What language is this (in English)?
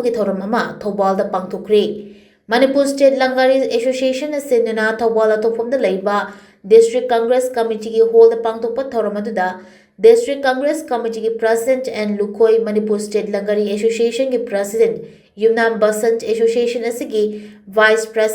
Manipuri